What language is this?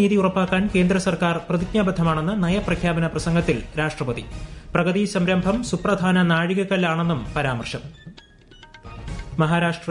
Malayalam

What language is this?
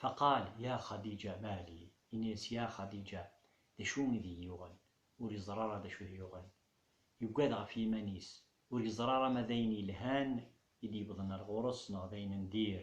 Kabyle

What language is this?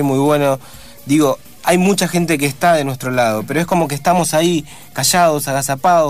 Spanish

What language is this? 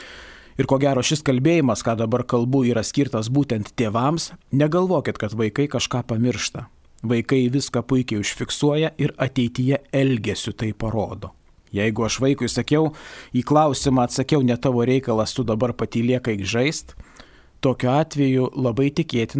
Lithuanian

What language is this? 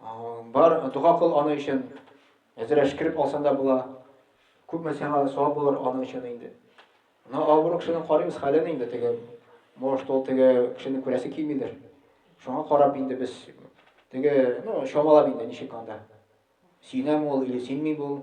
Tatar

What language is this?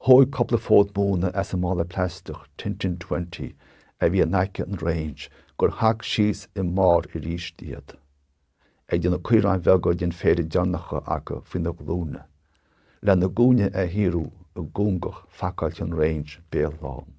Irish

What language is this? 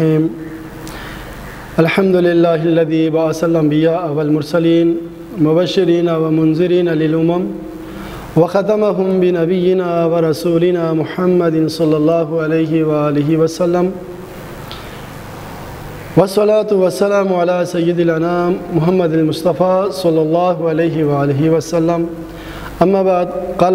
Urdu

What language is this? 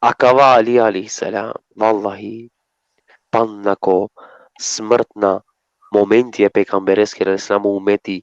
Balkan Romani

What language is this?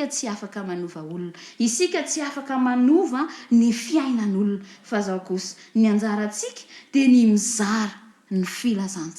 Malagasy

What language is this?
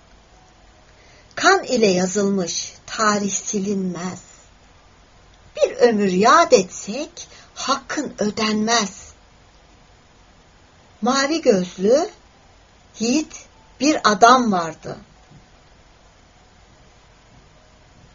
Turkish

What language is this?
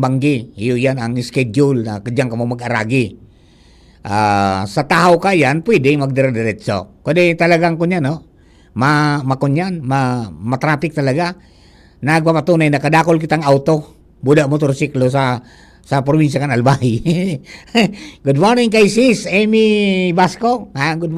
Bikol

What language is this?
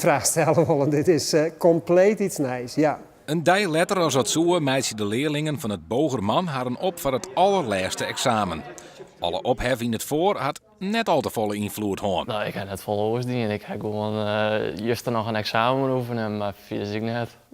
Western Frisian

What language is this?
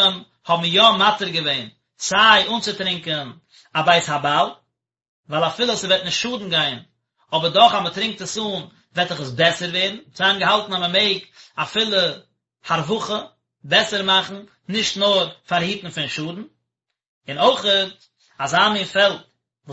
Yiddish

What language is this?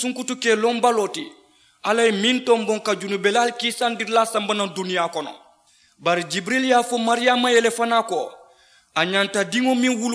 Mandingo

